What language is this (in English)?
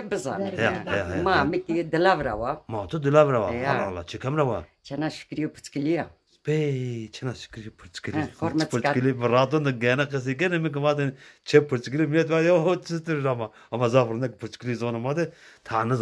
Zaza